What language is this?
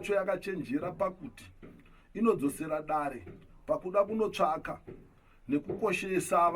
Shona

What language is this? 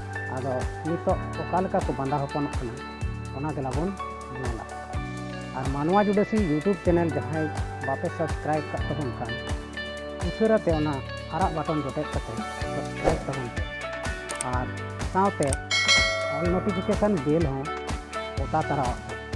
Santali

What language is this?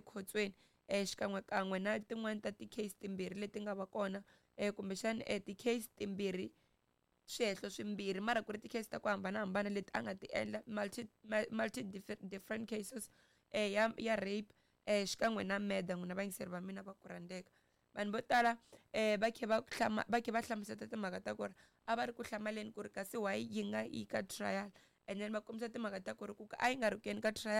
Tsonga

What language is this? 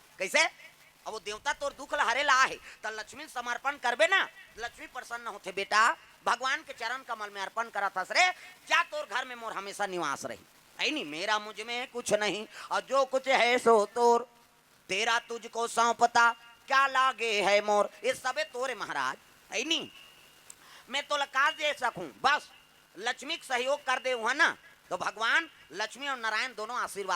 Chhattisgarhi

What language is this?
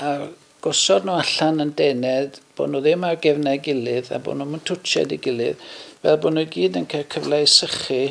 Welsh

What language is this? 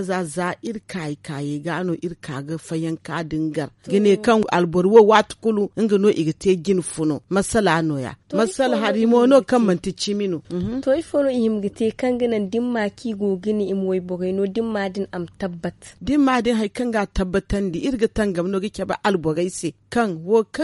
Zarma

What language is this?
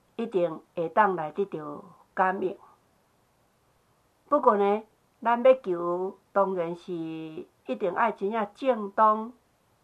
Min Nan Chinese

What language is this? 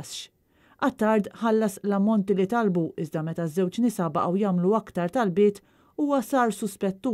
Maltese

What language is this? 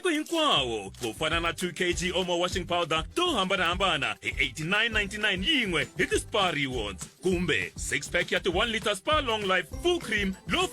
Tsonga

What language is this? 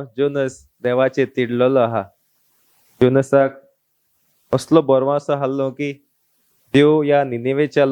Konkani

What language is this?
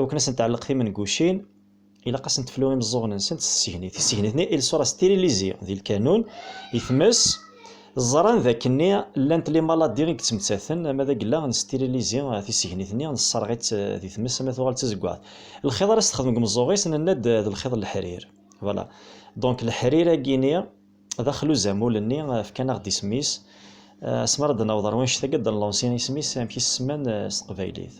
Kabyle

